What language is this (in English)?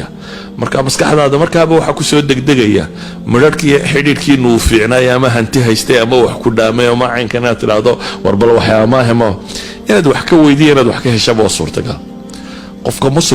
Somali